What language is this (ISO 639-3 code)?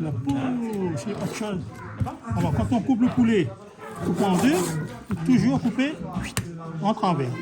rcf